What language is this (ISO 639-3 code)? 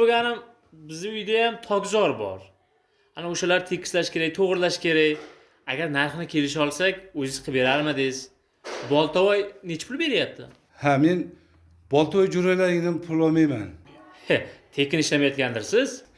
uzb